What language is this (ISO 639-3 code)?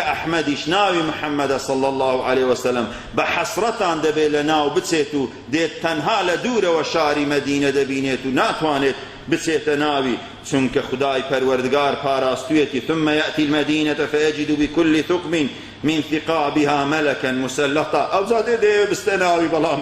ckb